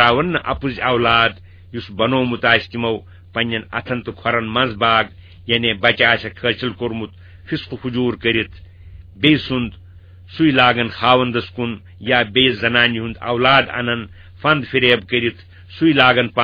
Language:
Kashmiri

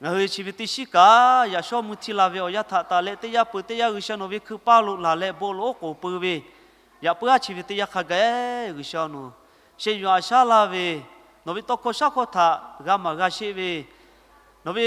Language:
Lahu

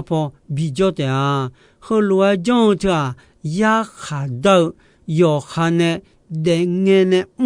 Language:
Akha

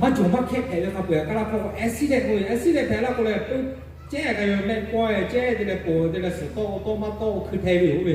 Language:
Lahu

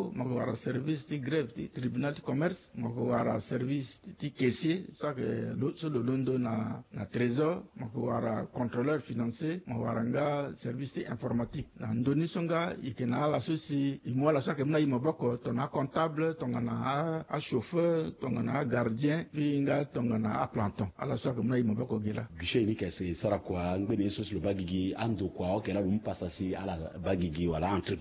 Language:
Sango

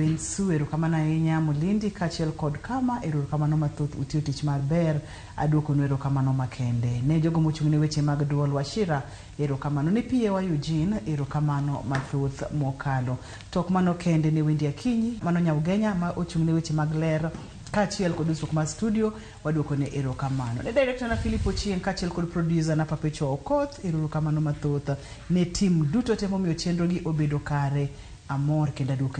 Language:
Luo (Kenya and Tanzania)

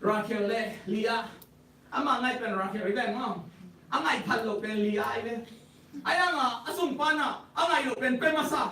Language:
Tedim Chin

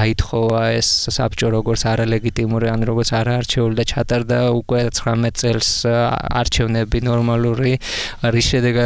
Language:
Georgian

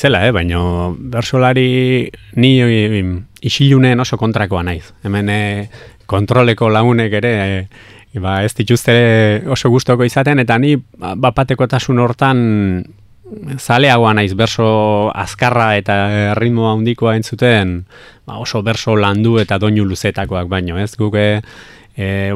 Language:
Basque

